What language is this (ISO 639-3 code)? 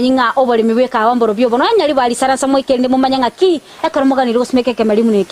guz